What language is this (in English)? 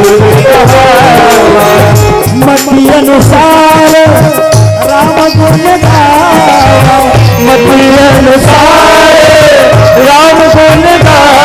Chhattisgarhi